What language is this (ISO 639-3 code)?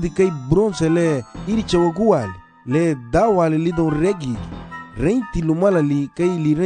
cab